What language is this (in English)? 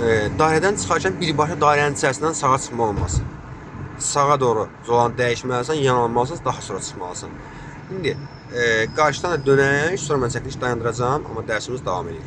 Azerbaijani